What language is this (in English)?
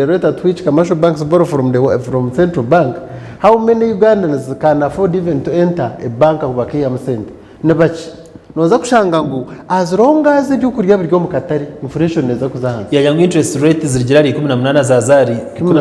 Nyankole